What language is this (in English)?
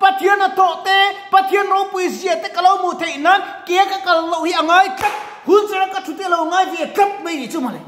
Mizo